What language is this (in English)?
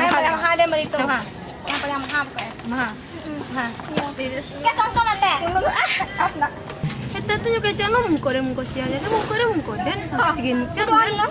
Minangkabau